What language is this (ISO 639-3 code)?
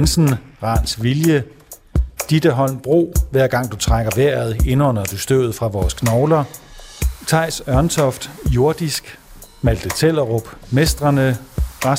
dan